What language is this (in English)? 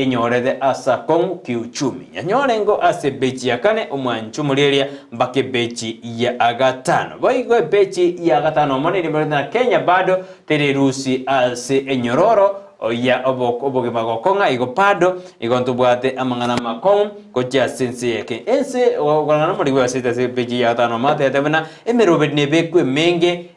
Gusii